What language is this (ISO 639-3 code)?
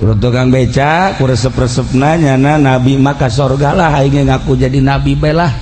sun